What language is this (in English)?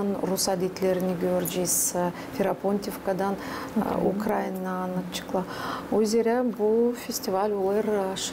Gagauz